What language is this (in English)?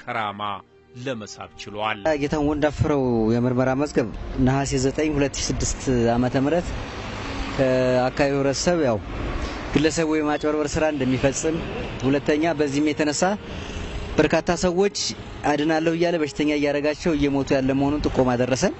Amharic